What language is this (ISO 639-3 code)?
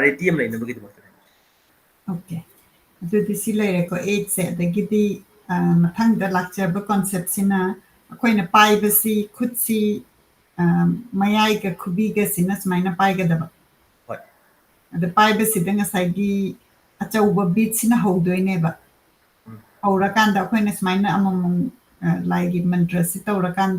mni